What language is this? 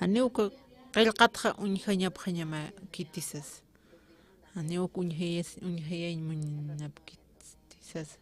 Aymara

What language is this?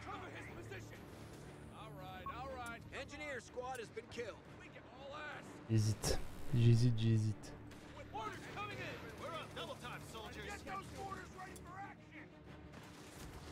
French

